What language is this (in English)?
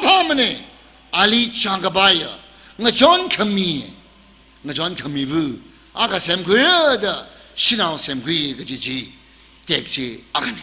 Tangkhul Naga (India)